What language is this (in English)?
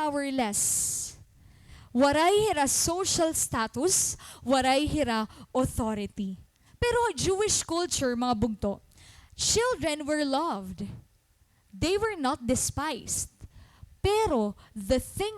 Waray